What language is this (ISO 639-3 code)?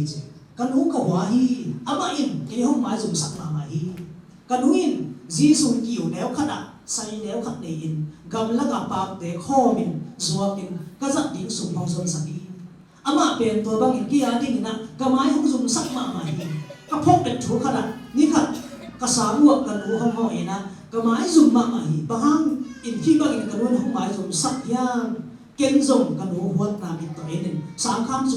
ctd